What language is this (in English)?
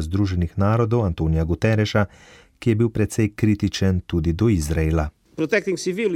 Slovenian